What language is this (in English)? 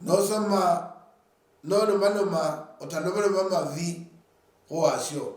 Luyia